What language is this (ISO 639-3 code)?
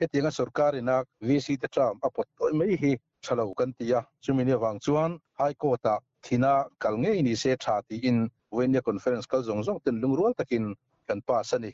lus